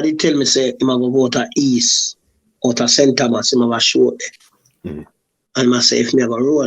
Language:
Jamaican Creole English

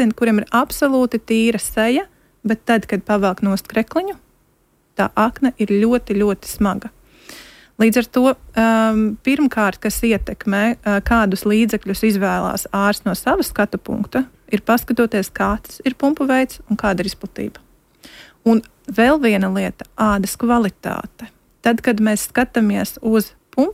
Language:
Latvian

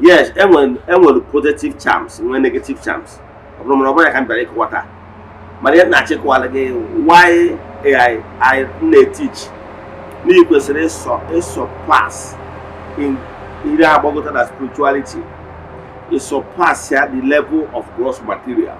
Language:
Igbo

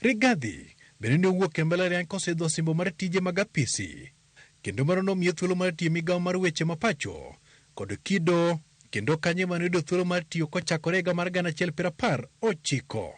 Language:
Luo (Kenya and Tanzania)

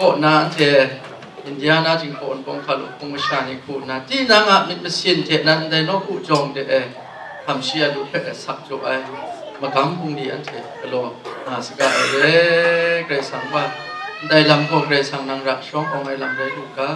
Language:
Kachin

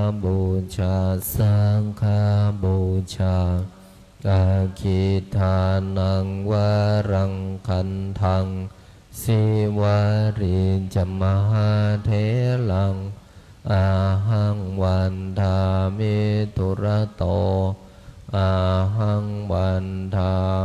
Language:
Pali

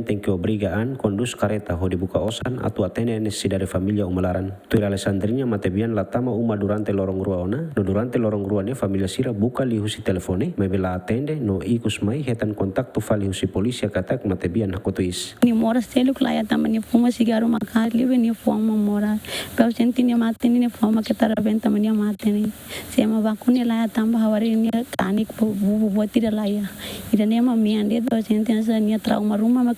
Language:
Tetum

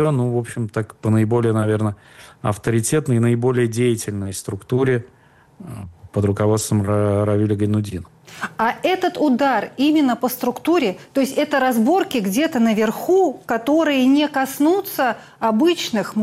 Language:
Russian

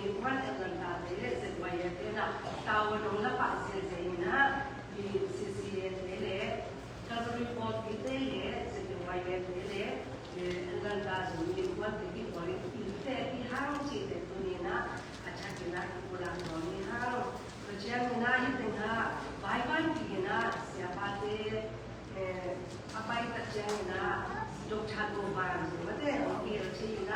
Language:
Tedim Chin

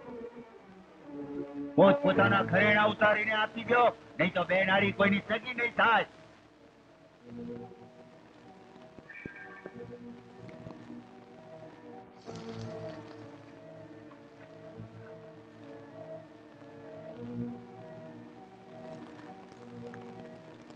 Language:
Gujarati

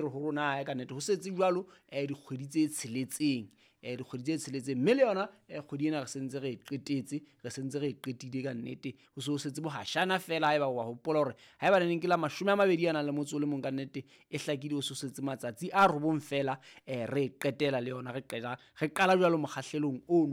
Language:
Southern Sotho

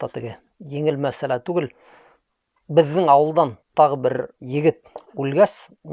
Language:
Bashkir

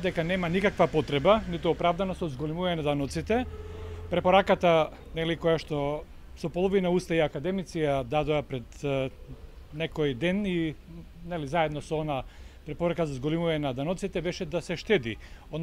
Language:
Macedonian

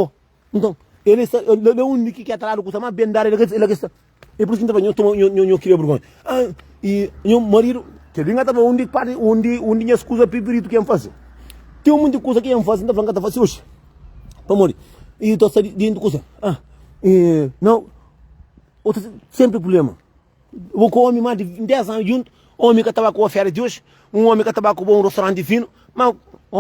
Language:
Kabuverdianu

